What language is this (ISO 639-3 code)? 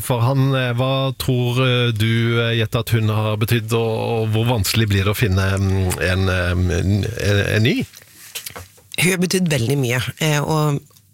nor